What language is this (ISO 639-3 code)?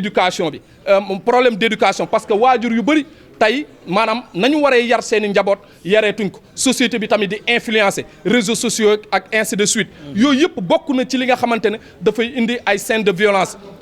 wol